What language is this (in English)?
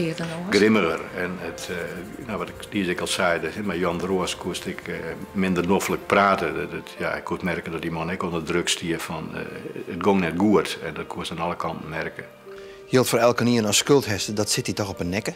Western Frisian